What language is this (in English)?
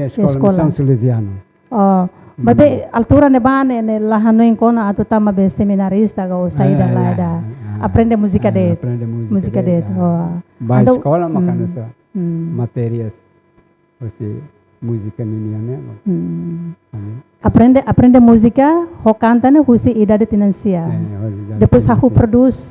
Tetum